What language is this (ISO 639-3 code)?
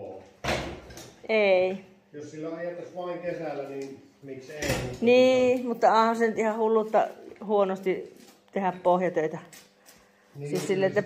fin